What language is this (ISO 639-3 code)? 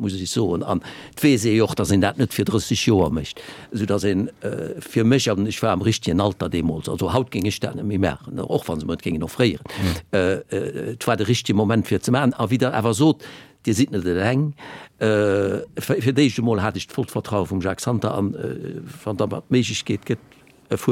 ltz